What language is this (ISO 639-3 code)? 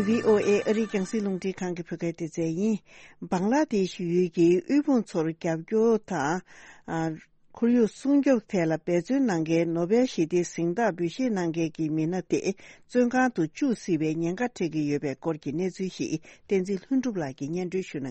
bod